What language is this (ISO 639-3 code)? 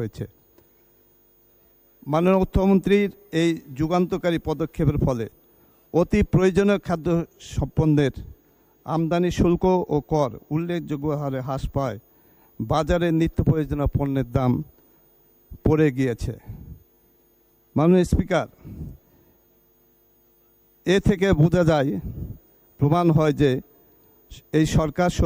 ben